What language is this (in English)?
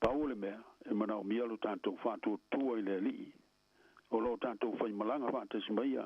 Samoan